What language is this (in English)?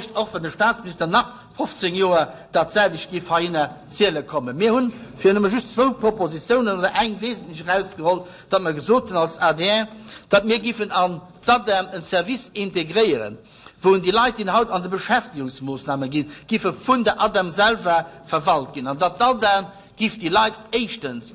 Luxembourgish